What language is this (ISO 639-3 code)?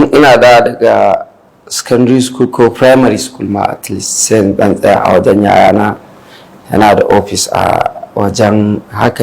hau